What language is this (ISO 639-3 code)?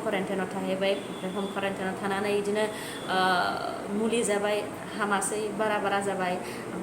brx